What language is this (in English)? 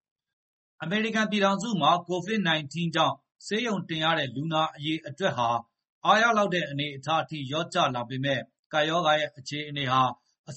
Burmese